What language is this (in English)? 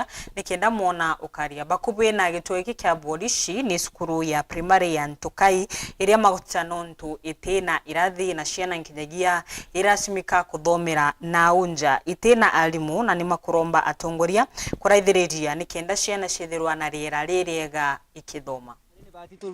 Meru